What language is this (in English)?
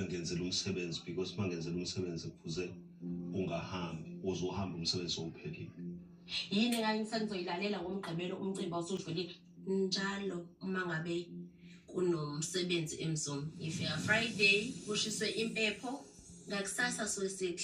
Zulu